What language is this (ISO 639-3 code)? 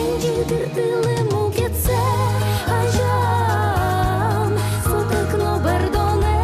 udm